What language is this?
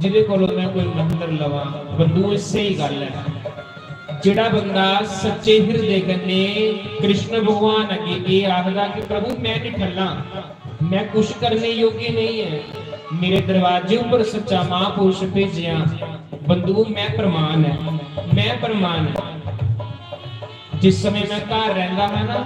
Dogri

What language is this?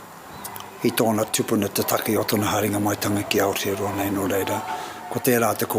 Māori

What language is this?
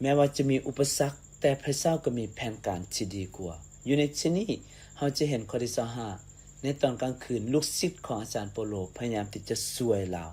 Lao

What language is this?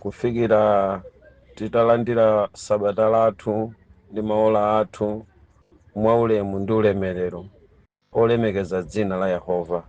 Nyanja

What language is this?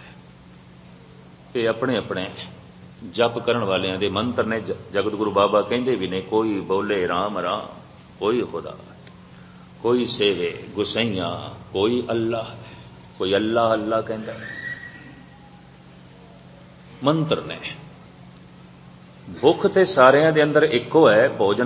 Punjabi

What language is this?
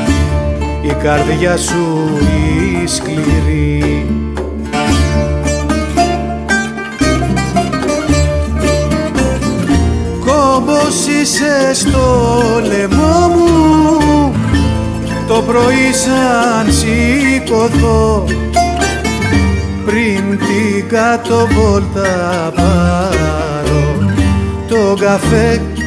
Greek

